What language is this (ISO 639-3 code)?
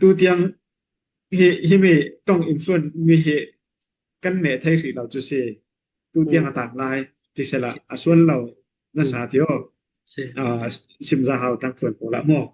cfm